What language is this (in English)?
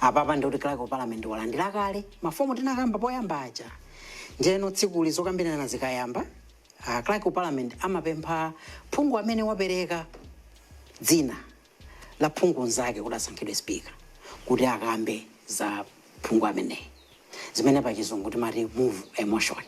Nyanja